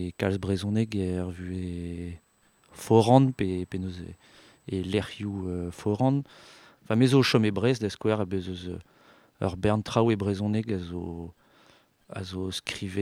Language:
Breton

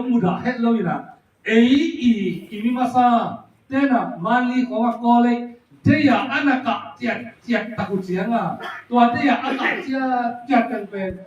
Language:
Tedim Chin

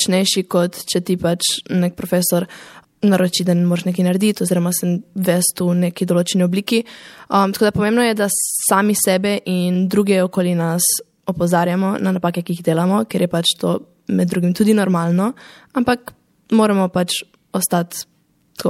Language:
Slovenian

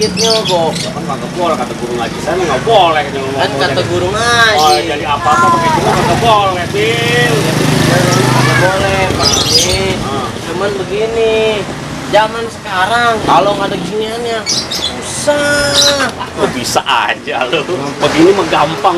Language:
Betawi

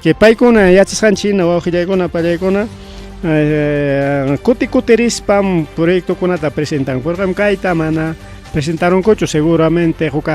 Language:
Ayacucho Quechua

